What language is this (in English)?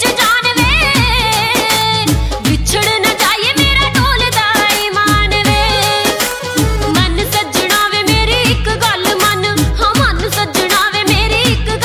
Punjabi